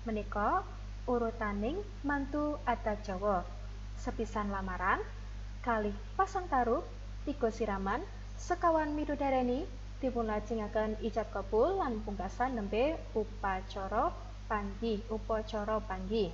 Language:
Javanese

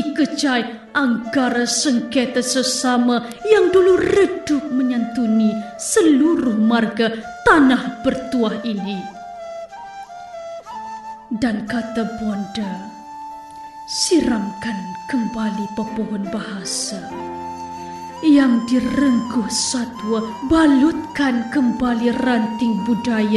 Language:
Malay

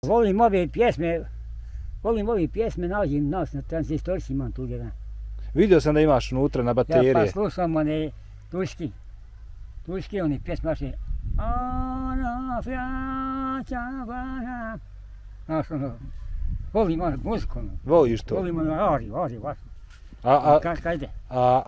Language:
Bosnian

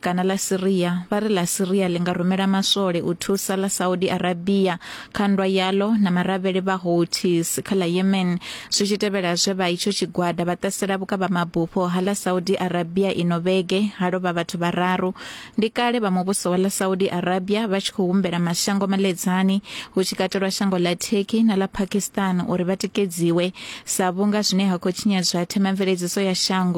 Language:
Venda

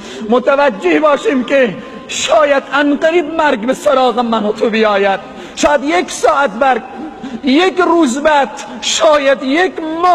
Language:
Persian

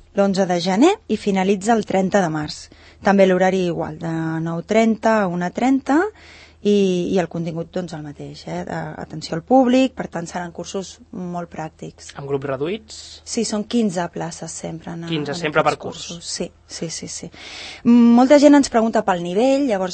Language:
Catalan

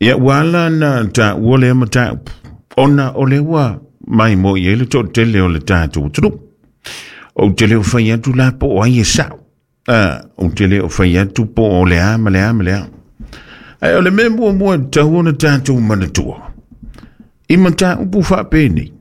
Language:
Samoan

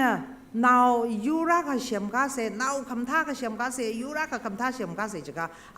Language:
Tangkhul Naga (India)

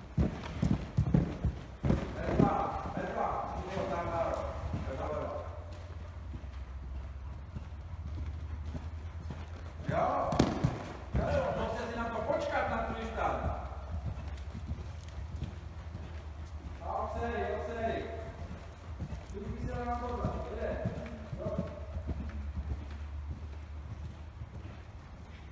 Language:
Czech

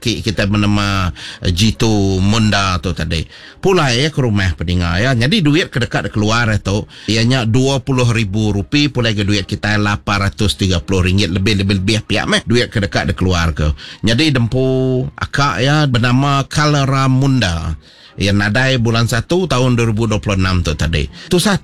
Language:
Iban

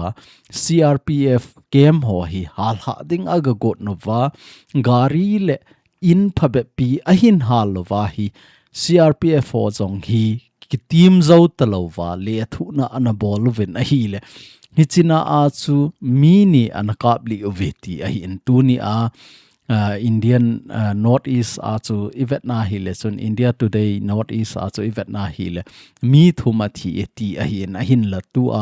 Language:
Thado Chin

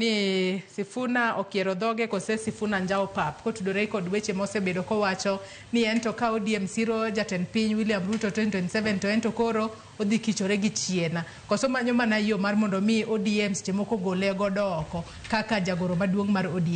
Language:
Luo (Kenya and Tanzania)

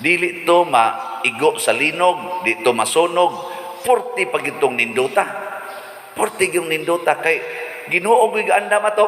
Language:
Cebuano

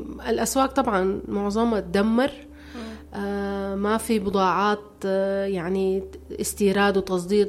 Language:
Sudanese Arabic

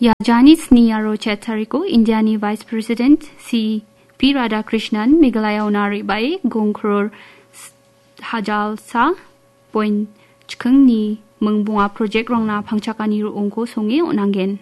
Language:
Garo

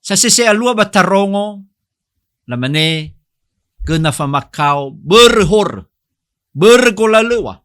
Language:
Nias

